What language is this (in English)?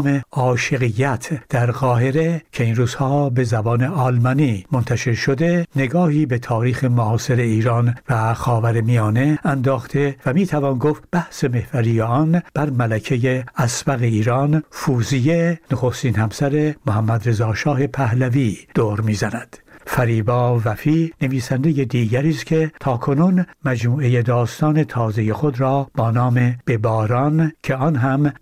Persian